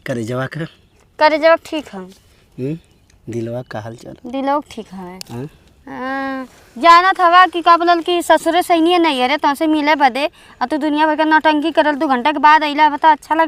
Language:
Bhojpuri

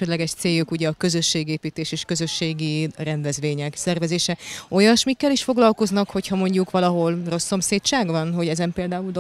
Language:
Hungarian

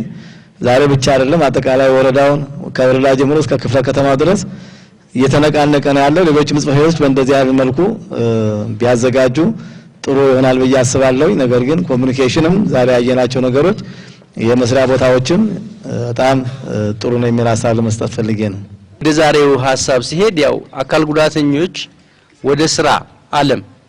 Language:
Amharic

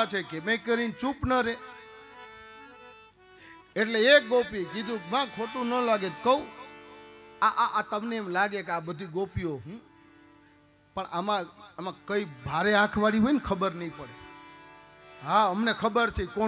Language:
Gujarati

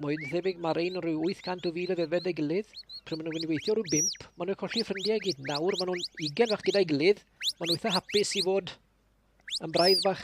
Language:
Welsh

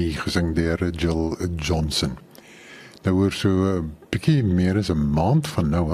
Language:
Afrikaans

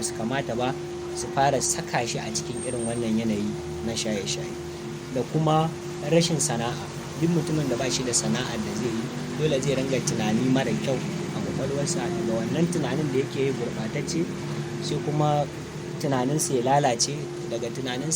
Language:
Hausa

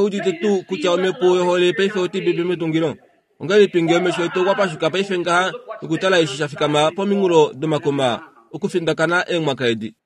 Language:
Kuanyama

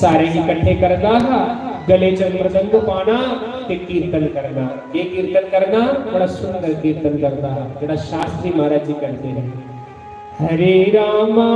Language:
Dogri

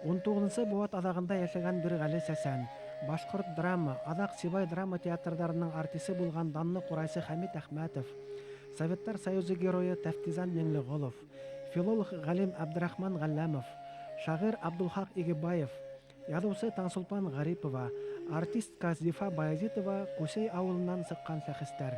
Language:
Bashkir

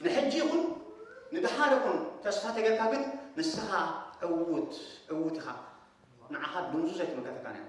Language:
Tigrinya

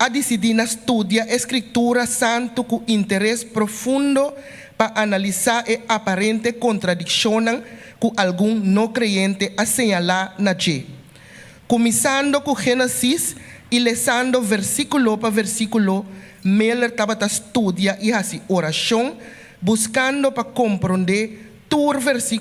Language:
Papiamento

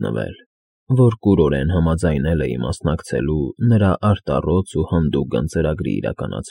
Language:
Armenian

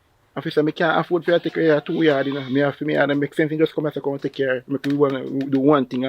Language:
Jamaican Creole English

